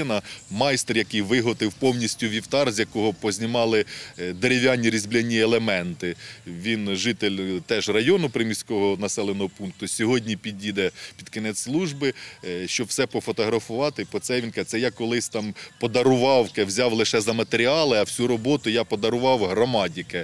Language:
Ukrainian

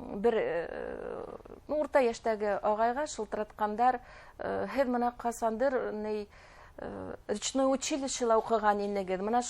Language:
Bashkir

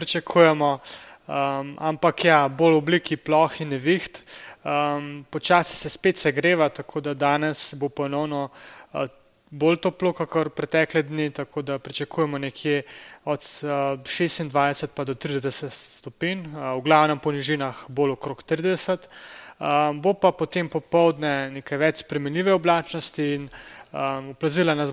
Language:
Slovenian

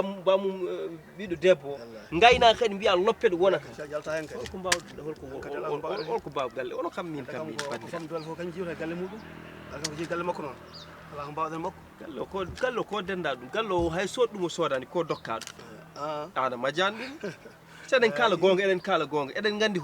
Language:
Fula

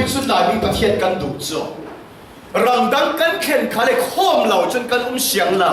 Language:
Falam Chin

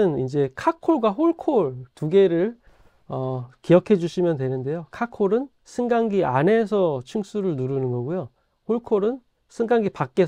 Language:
Korean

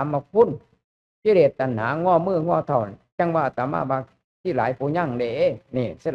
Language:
Lao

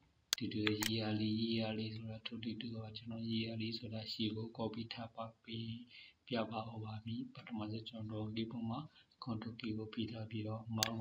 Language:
Burmese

